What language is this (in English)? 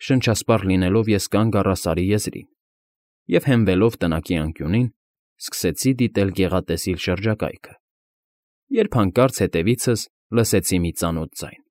Armenian